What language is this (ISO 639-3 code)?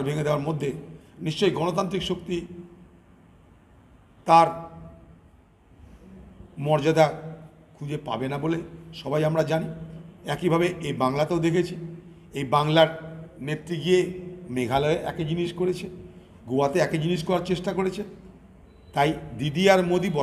ben